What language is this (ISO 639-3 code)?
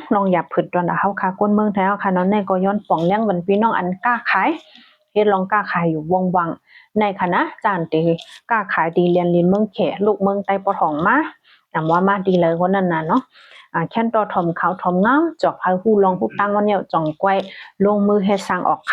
shn